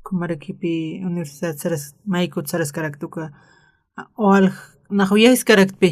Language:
Aymara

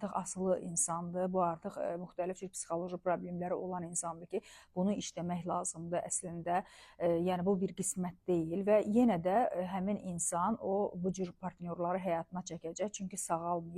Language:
Azerbaijani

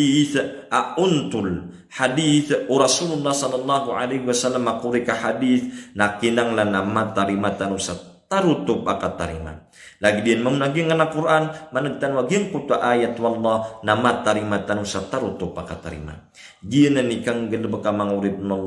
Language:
Maranao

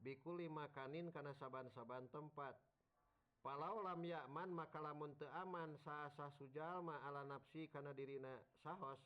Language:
Sundanese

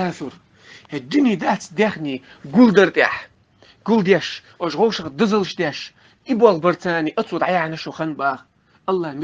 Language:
Chechen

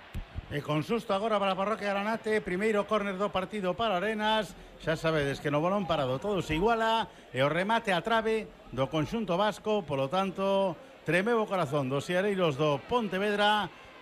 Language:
Galician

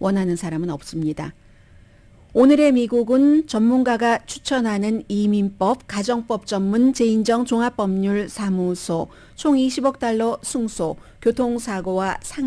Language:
Korean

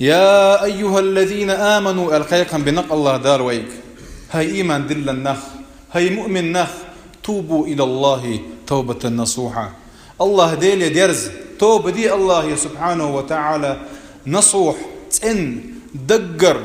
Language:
Chechen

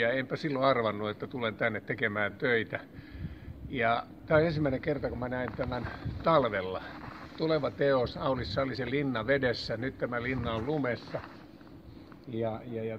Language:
Finnish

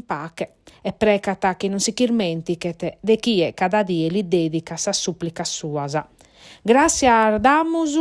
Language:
Sardinian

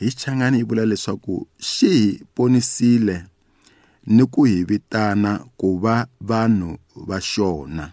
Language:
Tsonga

